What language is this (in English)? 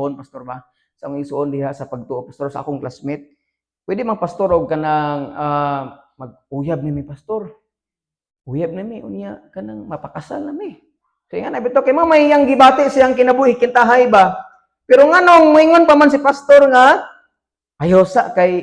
Cebuano